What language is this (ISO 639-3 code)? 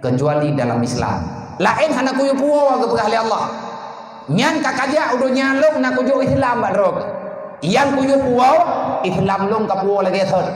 ace